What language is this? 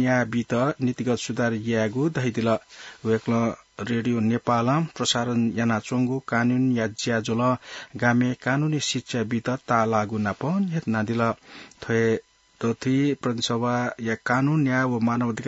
Newari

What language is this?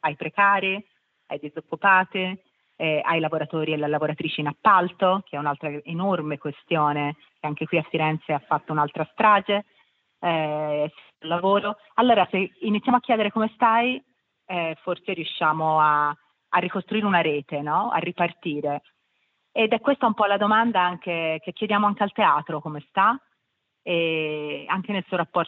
Italian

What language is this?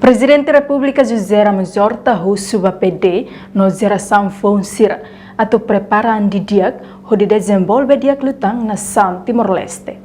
Tetum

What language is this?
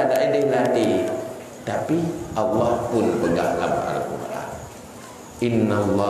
Achinese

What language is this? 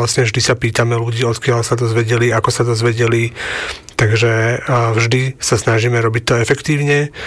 Slovak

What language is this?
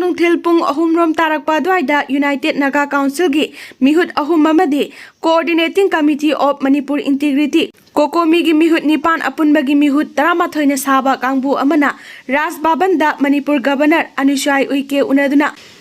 Manipuri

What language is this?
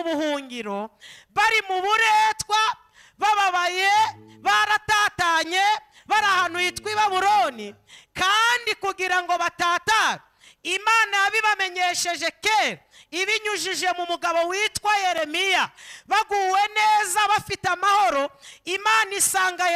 Kinyarwanda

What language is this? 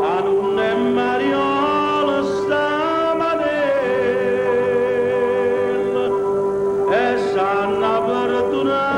Neapolitan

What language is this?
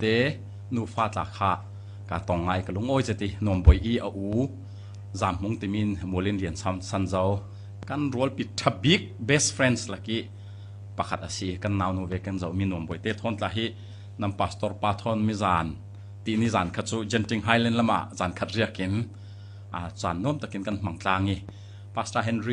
Falam Chin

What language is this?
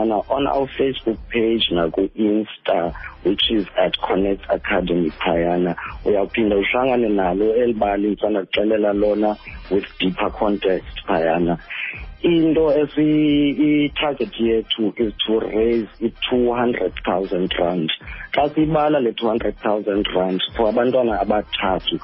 Xhosa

